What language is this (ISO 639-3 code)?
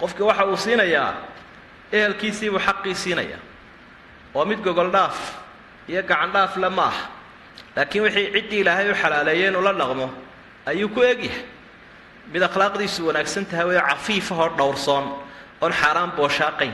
som